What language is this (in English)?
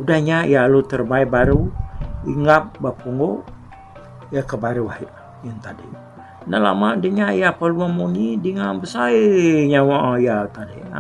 Iban